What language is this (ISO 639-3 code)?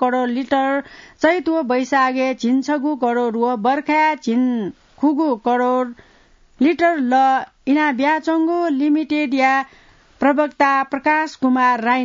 new